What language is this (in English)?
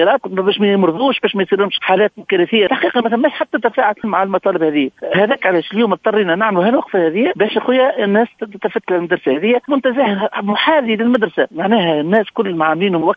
Tunisian Arabic